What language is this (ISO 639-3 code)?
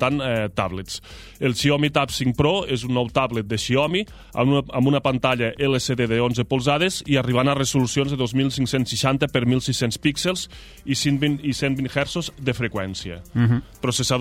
cat